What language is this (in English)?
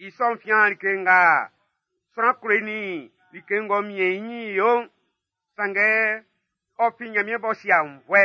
Baoulé